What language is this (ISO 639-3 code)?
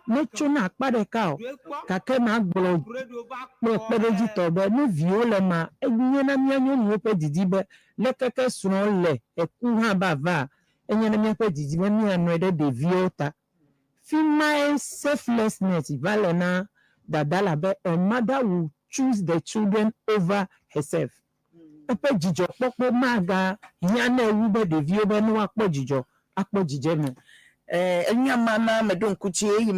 ewe